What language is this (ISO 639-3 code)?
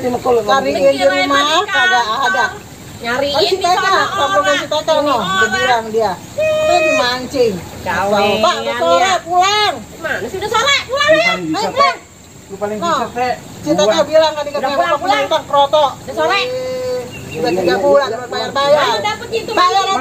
bew